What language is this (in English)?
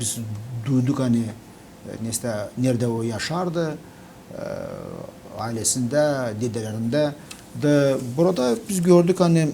Gagauz